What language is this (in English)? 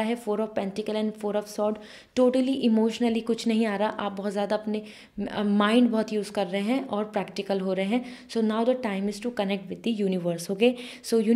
Hindi